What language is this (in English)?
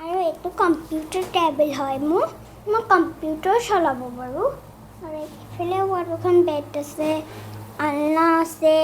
Assamese